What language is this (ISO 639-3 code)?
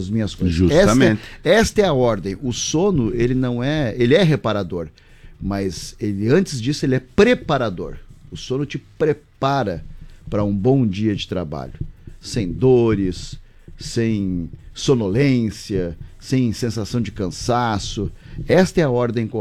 por